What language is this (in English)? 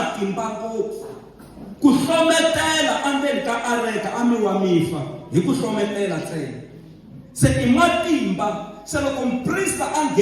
Tsonga